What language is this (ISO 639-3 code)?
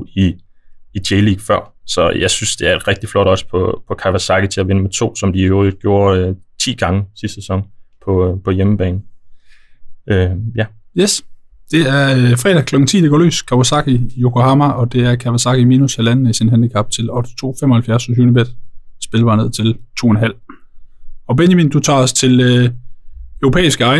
dan